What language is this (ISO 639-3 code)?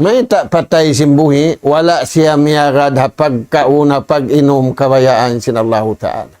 tsg